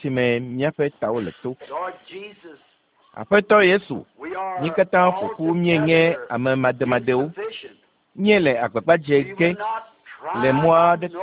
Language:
Ewe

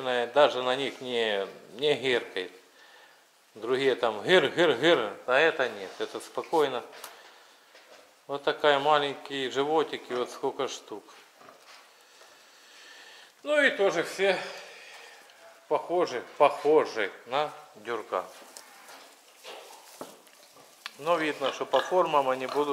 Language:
Russian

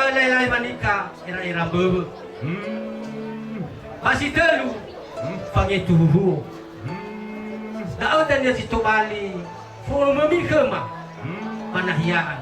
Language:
Nias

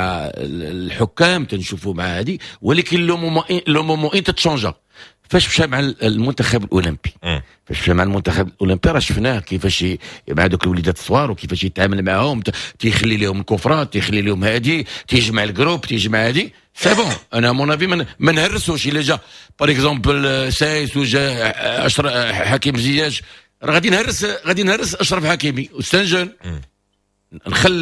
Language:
Moroccan Arabic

